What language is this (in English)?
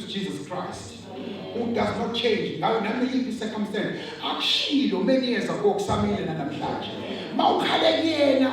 Zulu